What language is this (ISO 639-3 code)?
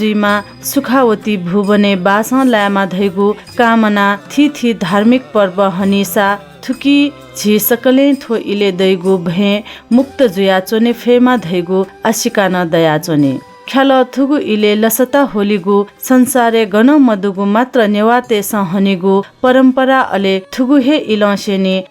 new